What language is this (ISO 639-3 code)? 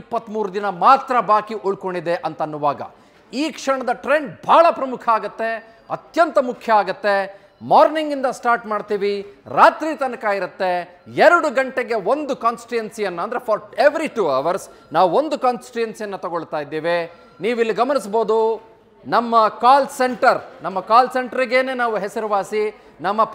kan